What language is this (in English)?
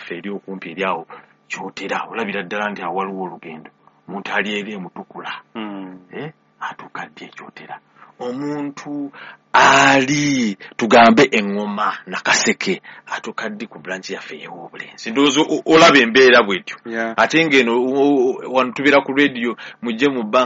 Ganda